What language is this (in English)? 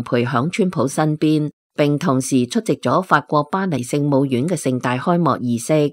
Cantonese